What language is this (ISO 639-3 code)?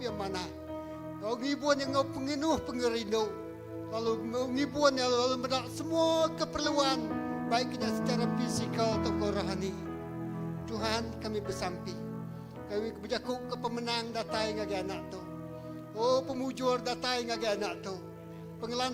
iba